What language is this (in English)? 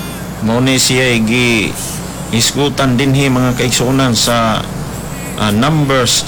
Cebuano